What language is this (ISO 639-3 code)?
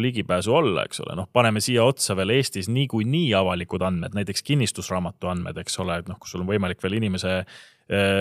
est